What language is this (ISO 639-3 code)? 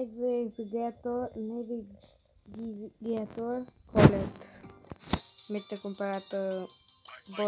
ron